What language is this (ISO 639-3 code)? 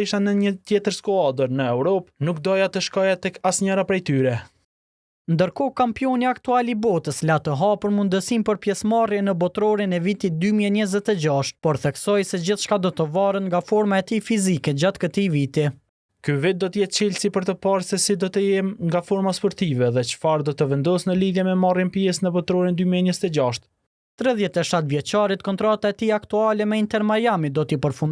sqi